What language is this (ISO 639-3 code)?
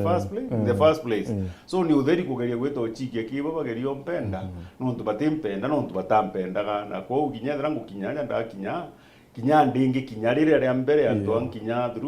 mer